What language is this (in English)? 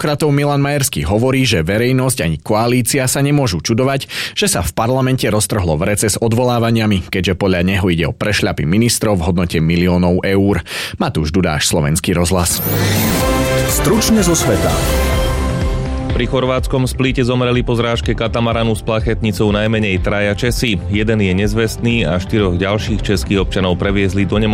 Slovak